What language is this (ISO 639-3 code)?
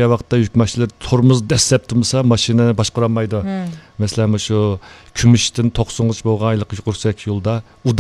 uig